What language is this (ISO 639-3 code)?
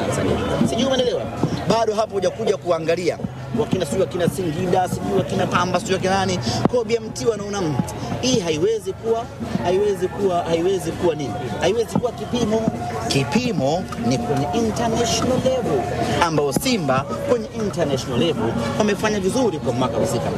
swa